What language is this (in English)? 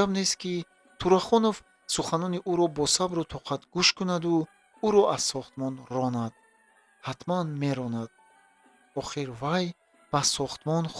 Tajik